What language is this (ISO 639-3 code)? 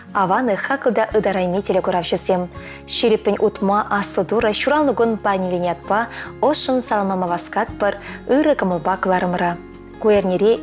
chv